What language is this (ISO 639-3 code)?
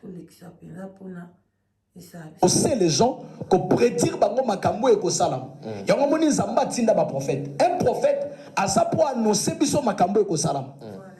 lin